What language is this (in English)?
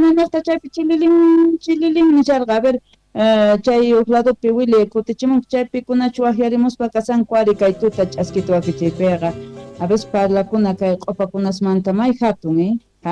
South Bolivian Quechua